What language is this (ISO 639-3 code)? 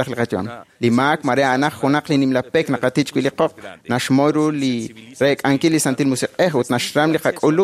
kek